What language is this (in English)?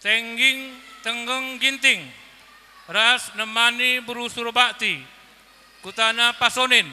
Batak Karo